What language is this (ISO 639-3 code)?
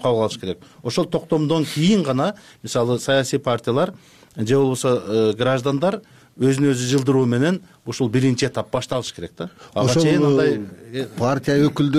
kir